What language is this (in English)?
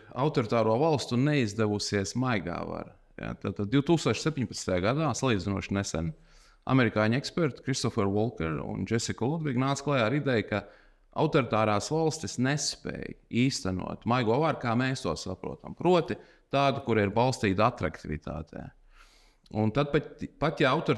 Latvian